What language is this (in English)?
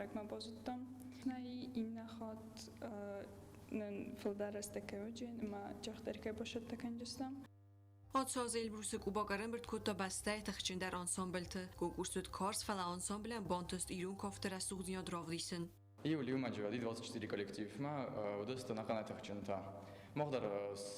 Ossetic